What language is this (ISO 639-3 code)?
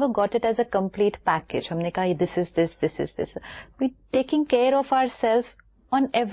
hin